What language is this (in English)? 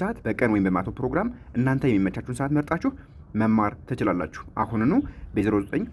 Amharic